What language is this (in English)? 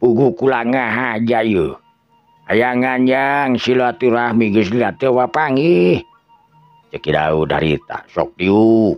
Sundanese